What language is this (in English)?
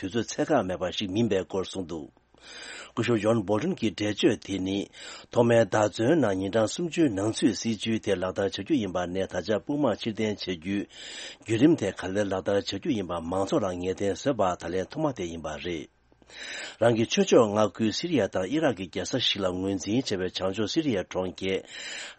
Tibetan